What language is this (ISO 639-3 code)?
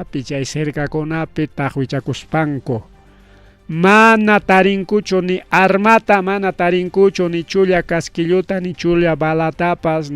quy